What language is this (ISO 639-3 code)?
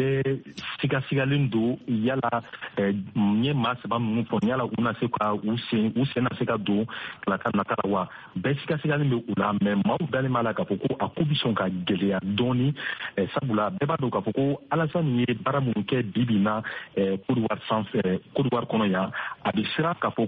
bam